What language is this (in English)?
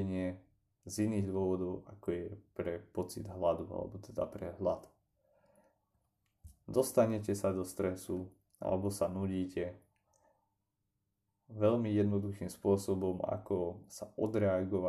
Slovak